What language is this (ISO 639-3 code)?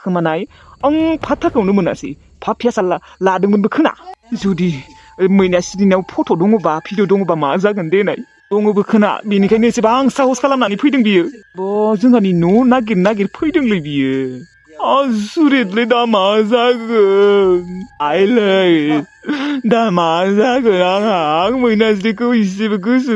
brx